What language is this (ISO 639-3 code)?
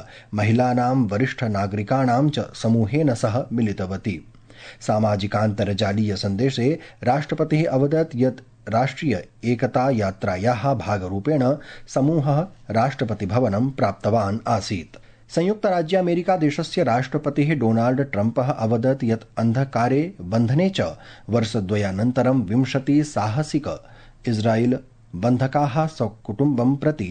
san